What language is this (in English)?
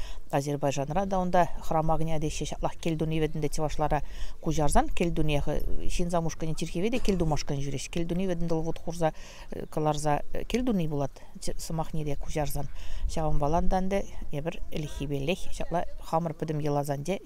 Chuvash